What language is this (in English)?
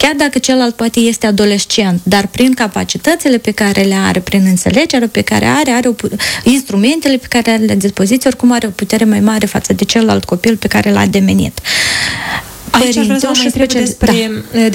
Romanian